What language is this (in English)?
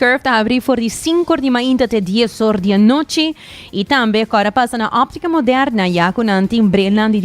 Papiamento